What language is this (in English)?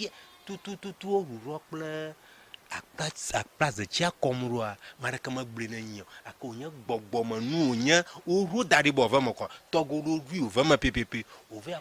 Ewe